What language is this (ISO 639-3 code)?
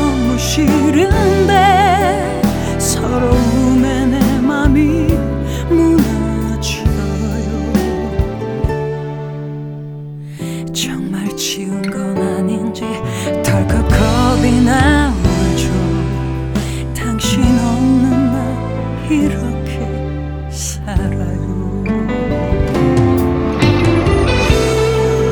kor